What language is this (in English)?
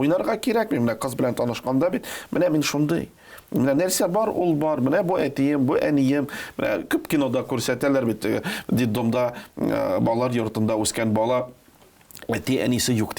Tatar